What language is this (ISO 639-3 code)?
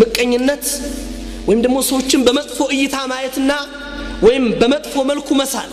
amh